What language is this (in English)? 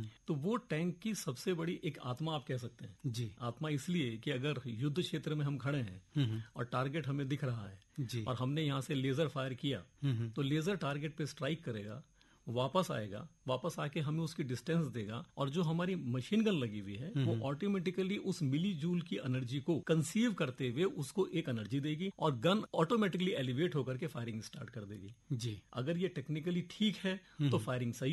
Hindi